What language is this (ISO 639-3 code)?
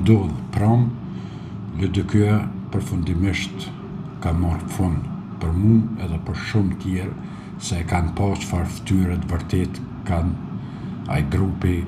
sqi